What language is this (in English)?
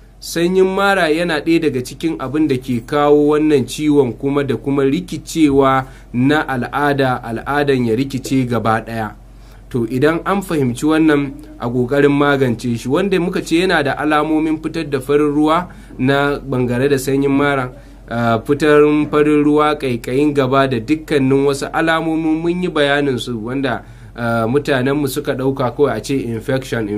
Hausa